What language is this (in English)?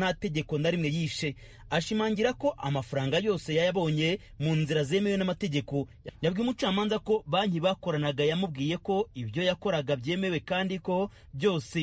Kinyarwanda